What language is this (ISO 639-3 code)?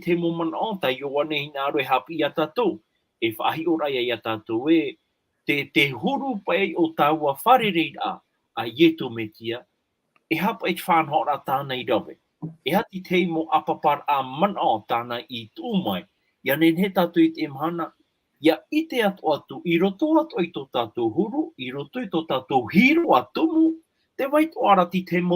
tah